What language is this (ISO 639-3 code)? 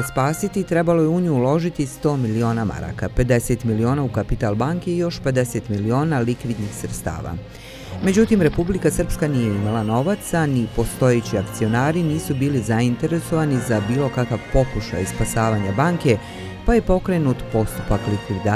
bos